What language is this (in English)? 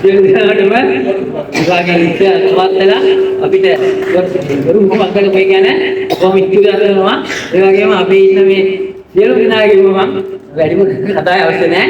Sinhala